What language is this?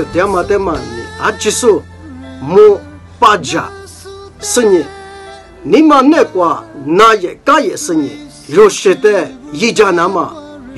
Lisu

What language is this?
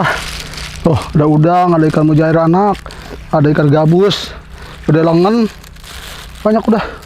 Betawi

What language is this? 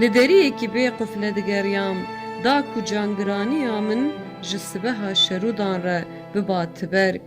Kurdish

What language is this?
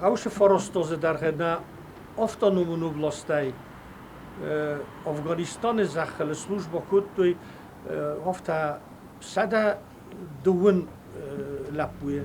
Ossetic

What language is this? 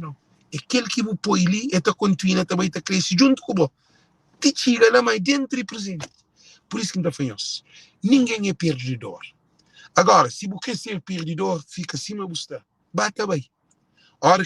Kabuverdianu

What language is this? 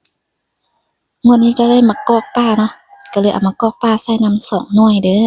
Lao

